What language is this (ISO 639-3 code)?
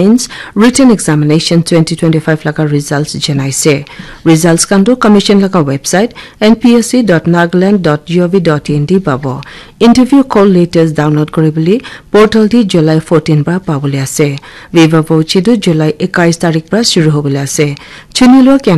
nag